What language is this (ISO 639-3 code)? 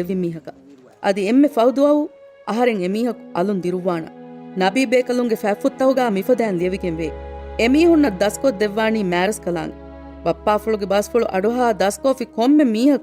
div